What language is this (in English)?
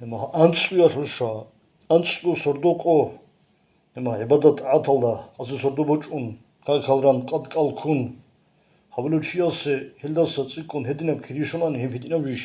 Avaric